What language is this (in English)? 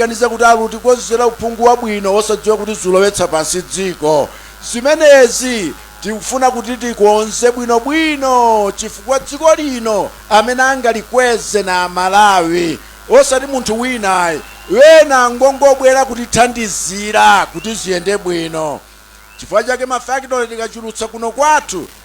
Nyanja